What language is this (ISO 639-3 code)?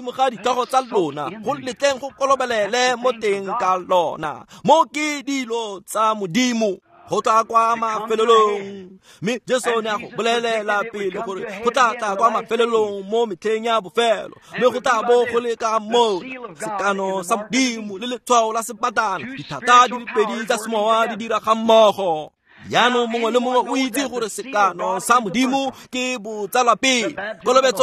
tsn